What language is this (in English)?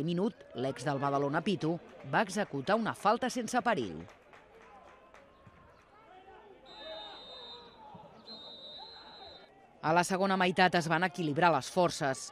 Catalan